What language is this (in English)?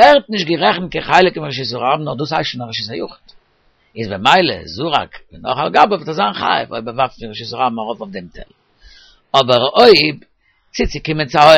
Yiddish